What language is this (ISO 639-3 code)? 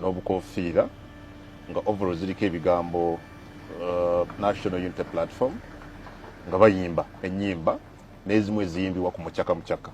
lug